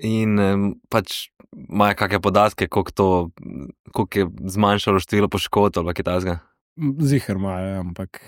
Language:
Slovenian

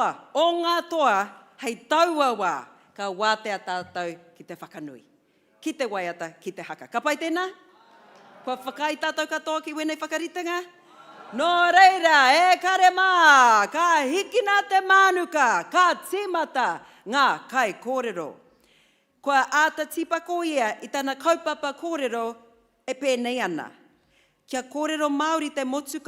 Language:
Māori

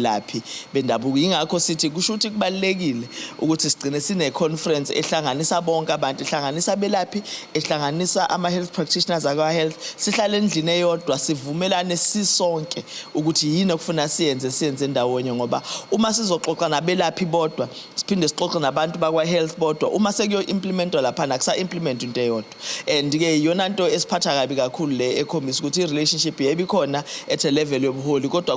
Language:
Zulu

